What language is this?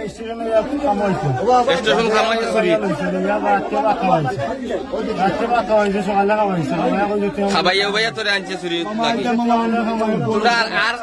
Sylheti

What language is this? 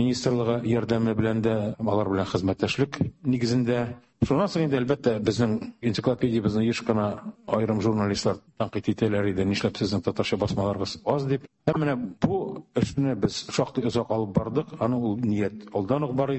Tatar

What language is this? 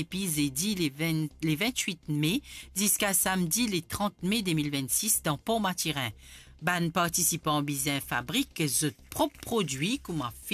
Morisyen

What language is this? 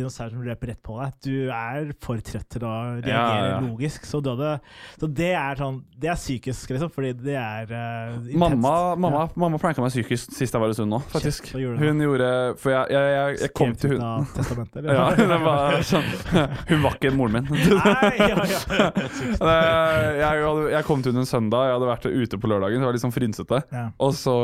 Norwegian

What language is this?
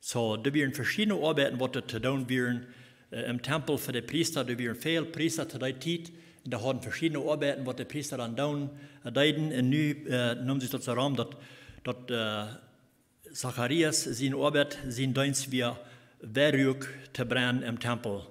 Plautdietsch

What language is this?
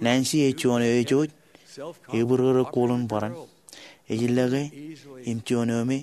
Marshallese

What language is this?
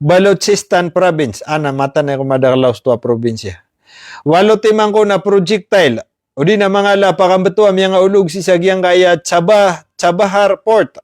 Maranao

